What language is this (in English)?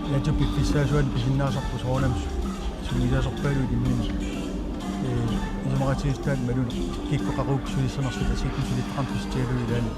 Kalaallisut